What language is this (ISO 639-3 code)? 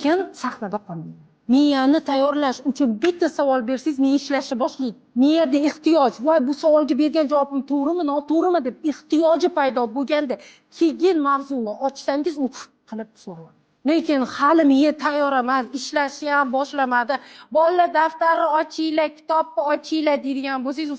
uzb